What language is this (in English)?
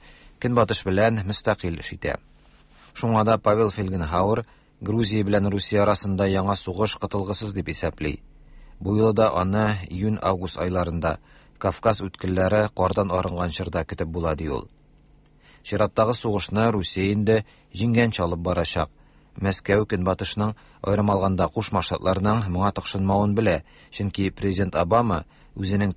Tatar